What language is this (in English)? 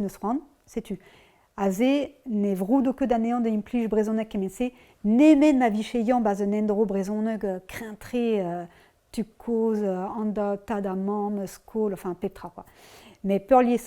Breton